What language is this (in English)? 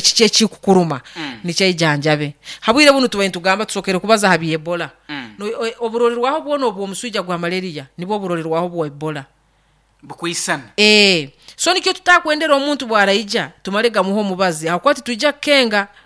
Nyoro